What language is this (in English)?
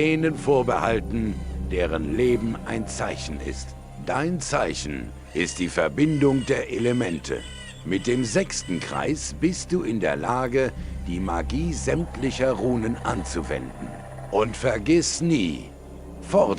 Bavarian